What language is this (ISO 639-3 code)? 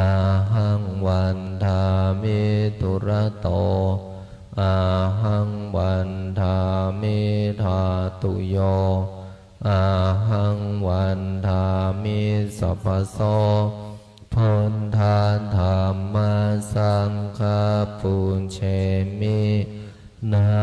pli